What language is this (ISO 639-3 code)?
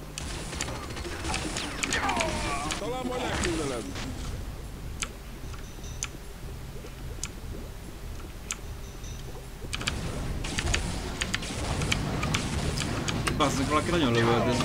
hun